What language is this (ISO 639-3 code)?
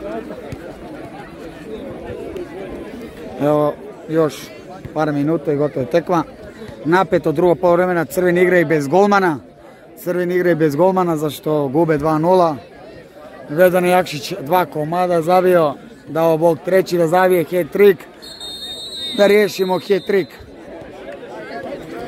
hrv